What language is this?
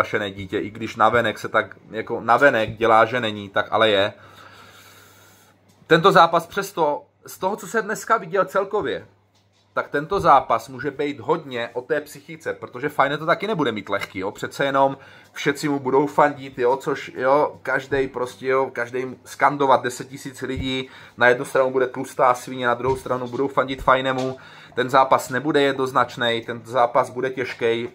Czech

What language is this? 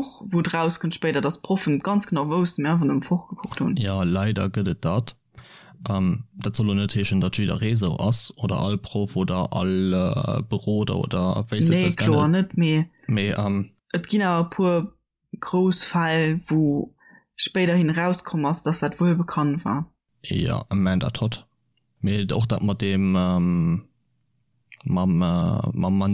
Luxembourgish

